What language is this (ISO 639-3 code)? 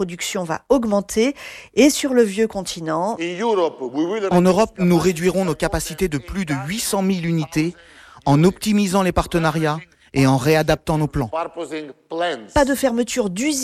fra